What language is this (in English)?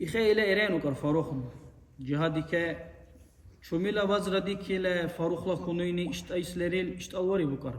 Dargwa